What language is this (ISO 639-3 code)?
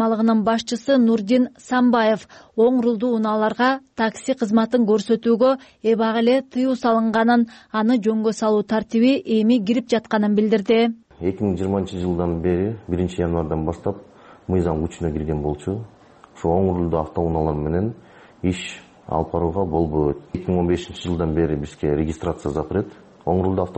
kir